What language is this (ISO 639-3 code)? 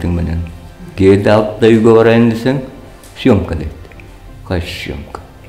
kir